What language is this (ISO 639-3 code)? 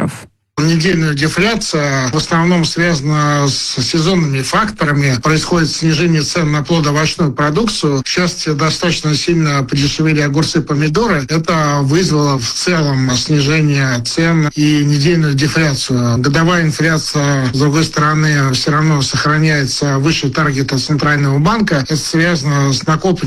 rus